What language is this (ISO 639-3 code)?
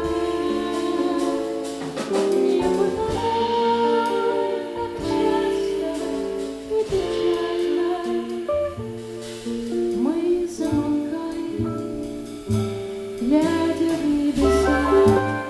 rus